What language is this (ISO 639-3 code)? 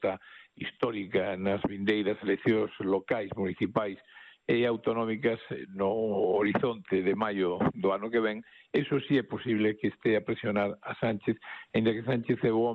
glg